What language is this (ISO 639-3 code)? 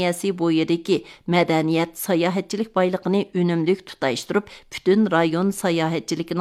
uig